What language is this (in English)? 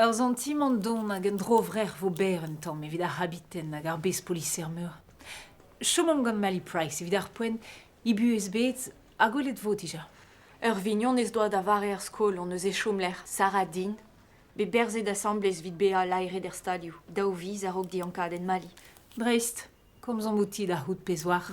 Breton